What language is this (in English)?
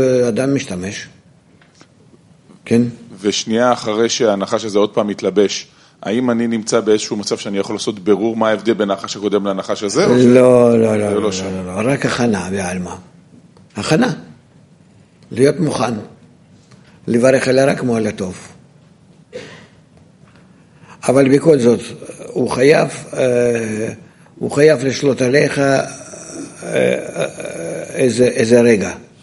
Hebrew